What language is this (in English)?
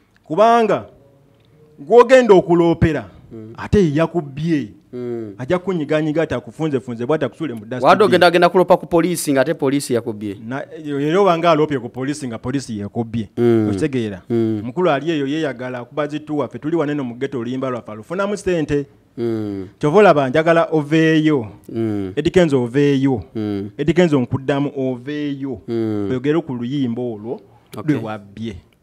Ganda